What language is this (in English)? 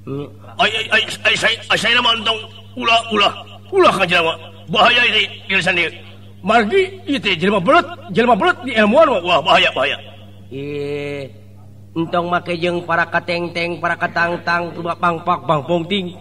Sundanese